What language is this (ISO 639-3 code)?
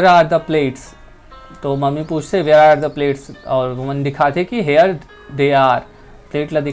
hne